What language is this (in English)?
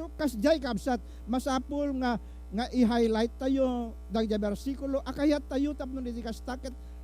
Iloko